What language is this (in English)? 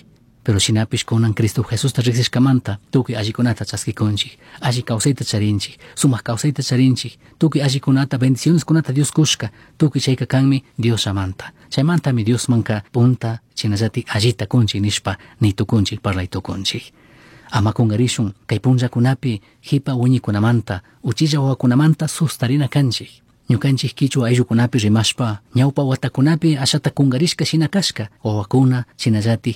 Chimborazo Highland Quichua